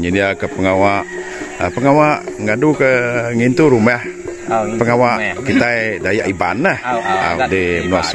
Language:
Iban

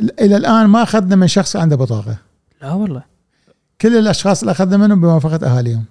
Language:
Gulf Arabic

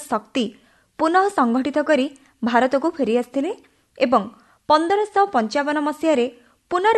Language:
Odia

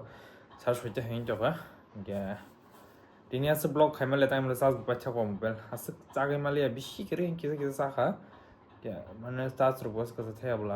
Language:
Kok Borok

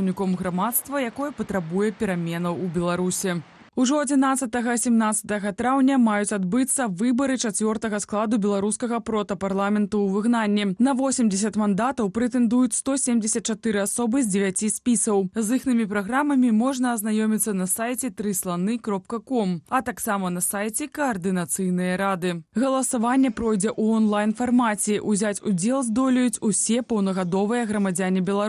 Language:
Belarusian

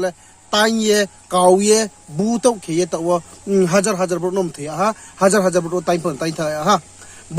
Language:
Riang (India)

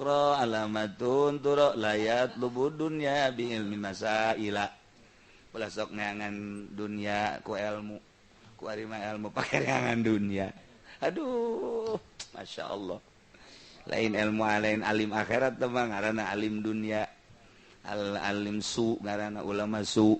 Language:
Sundanese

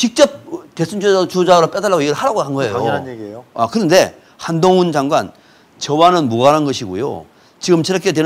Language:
Korean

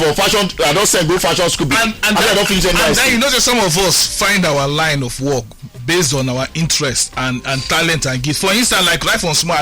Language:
Nigerian Pidgin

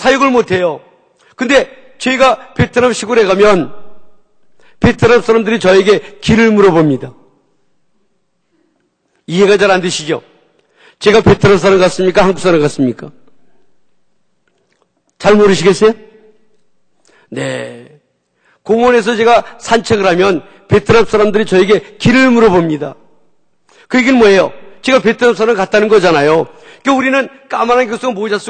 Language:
Korean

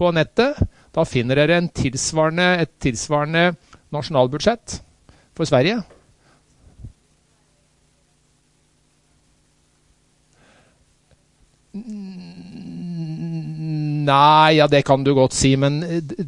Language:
Norwegian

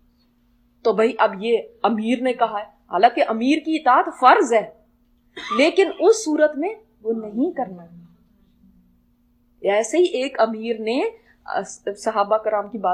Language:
Urdu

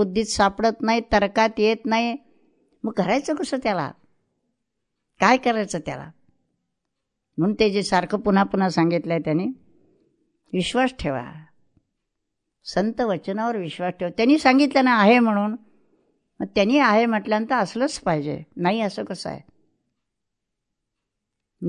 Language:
Marathi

